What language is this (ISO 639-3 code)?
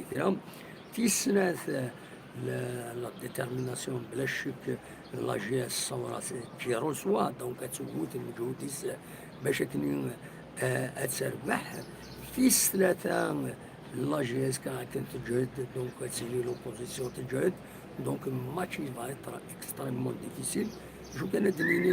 kab